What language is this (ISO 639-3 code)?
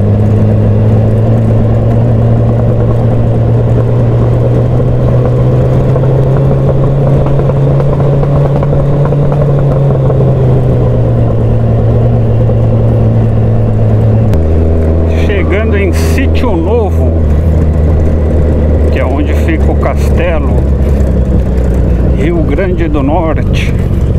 por